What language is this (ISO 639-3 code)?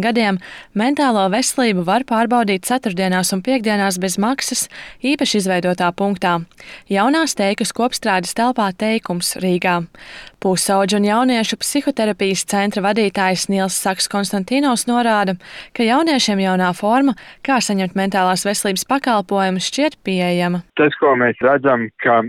lav